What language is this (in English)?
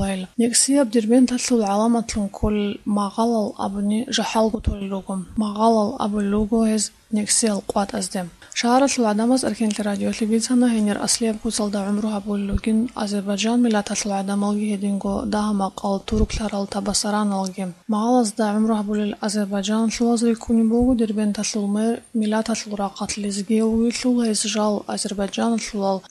Avaric